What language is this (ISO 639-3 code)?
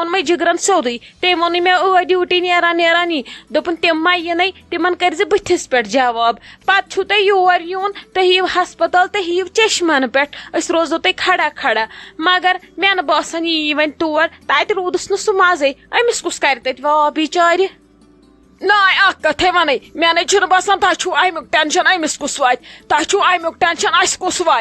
kas